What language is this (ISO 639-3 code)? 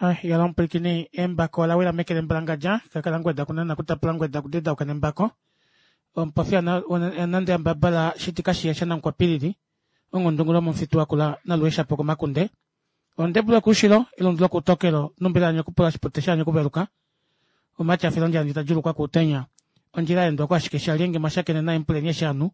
kua